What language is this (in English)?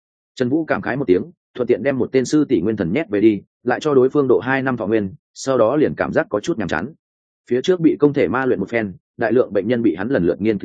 Vietnamese